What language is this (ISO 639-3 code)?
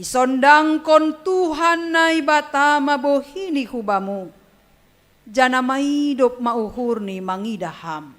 bts